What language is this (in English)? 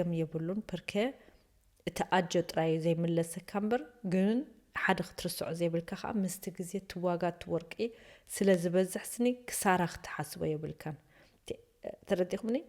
Tigrinya